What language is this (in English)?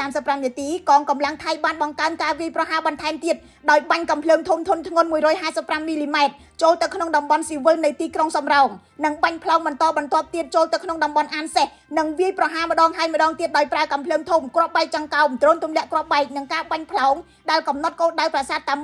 Khmer